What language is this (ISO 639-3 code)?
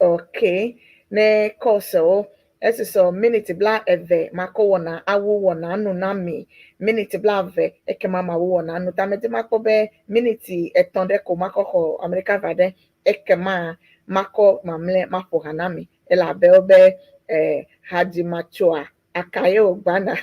ewe